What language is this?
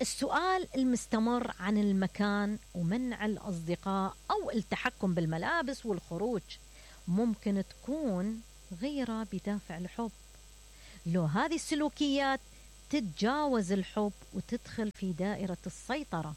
Mesopotamian Arabic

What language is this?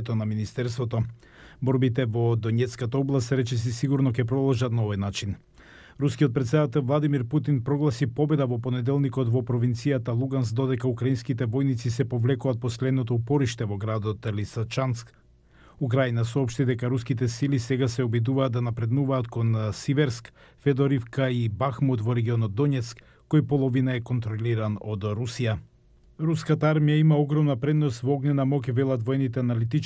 Macedonian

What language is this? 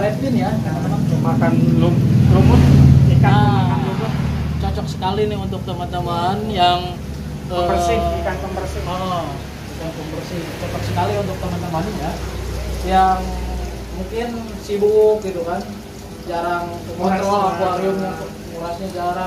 Indonesian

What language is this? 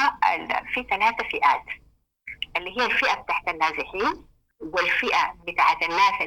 Sudanese Arabic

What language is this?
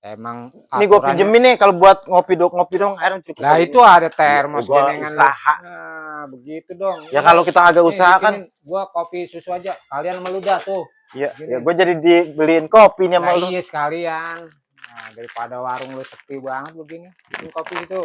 Betawi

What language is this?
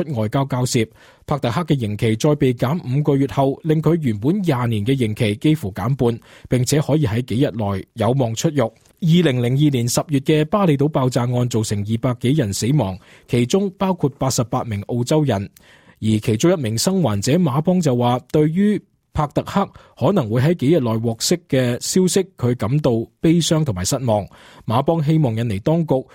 Cantonese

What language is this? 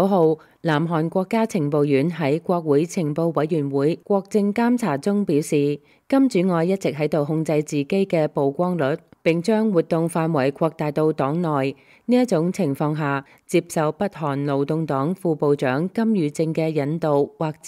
Cantonese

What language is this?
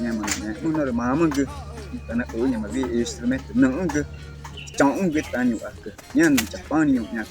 Ticuna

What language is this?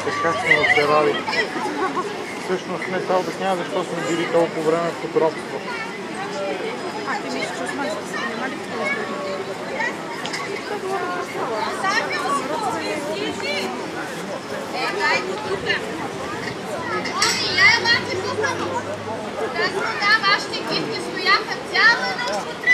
Bulgarian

